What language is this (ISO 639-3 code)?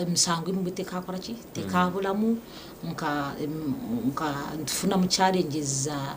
nyn